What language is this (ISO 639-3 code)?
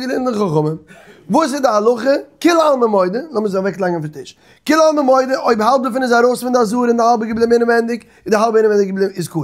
yid